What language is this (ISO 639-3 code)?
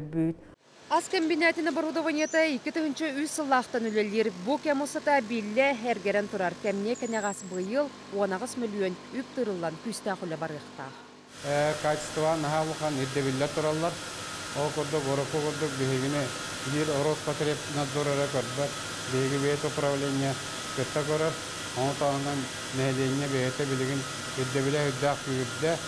sah